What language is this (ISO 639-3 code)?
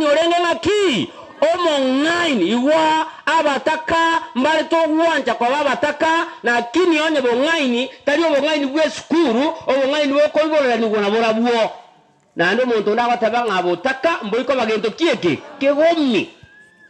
guz